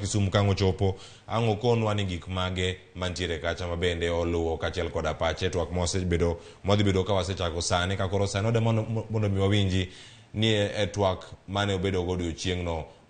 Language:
Luo (Kenya and Tanzania)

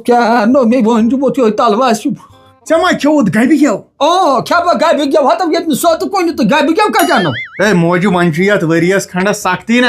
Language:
Kashmiri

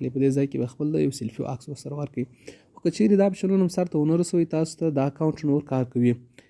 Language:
Pashto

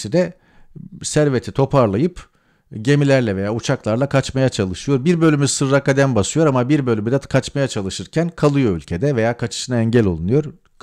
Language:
Turkish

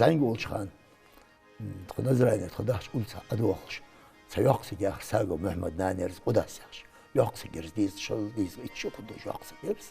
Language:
Ingush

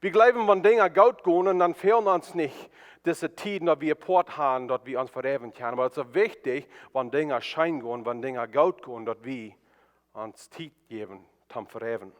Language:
Plautdietsch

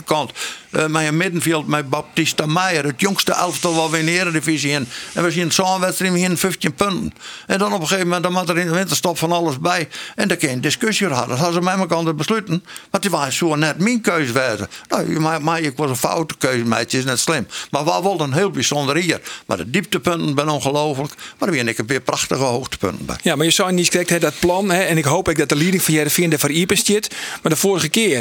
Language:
Western Frisian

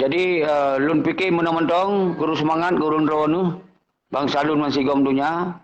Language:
Achinese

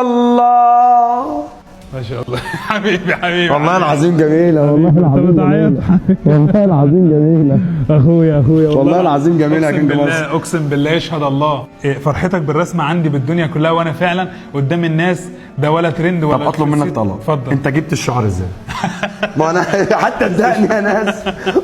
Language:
Egyptian Arabic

